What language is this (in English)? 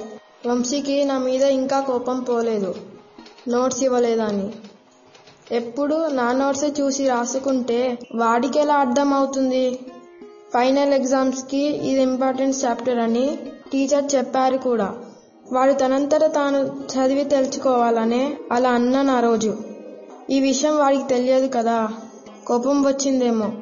Telugu